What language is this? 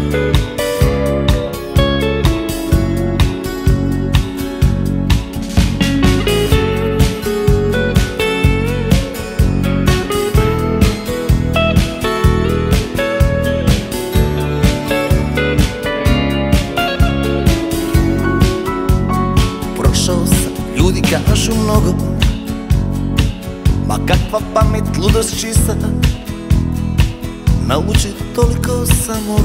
Croatian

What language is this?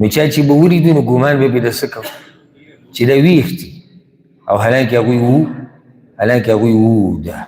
Pashto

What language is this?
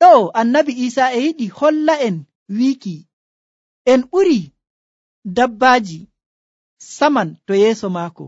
Nigerian Fulfulde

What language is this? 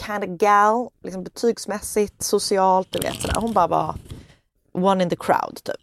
Swedish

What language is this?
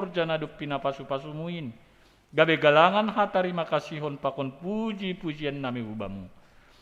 Batak Simalungun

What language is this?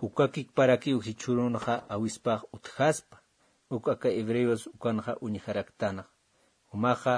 Aymara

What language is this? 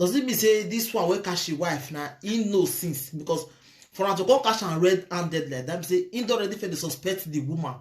Nigerian Pidgin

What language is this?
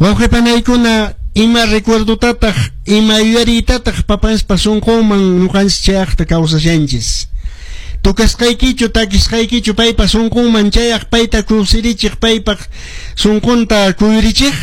Quechua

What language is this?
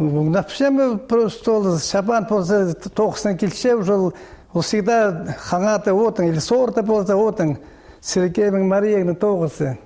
Khakas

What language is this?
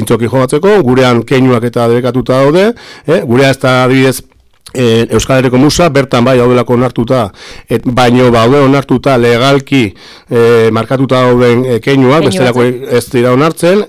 Basque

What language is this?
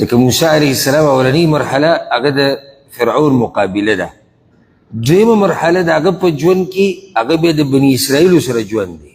Pashto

